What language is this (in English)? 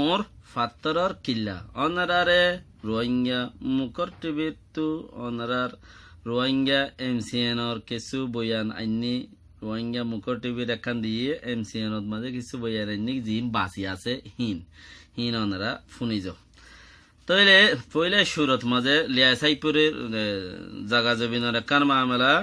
Rohingya